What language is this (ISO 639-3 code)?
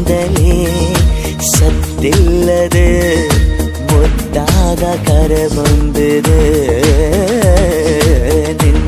kan